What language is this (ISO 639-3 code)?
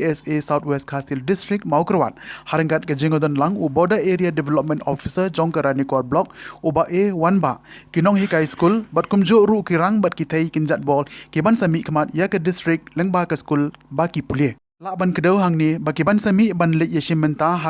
kha